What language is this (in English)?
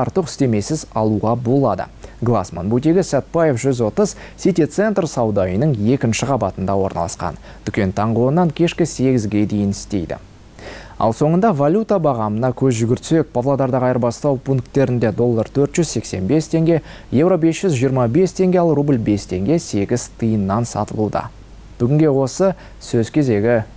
Kazakh